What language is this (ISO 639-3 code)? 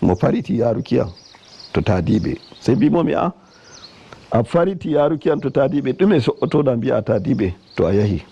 fuv